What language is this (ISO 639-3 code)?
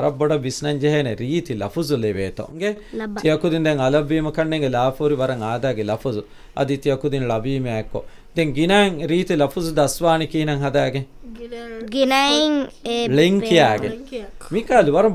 div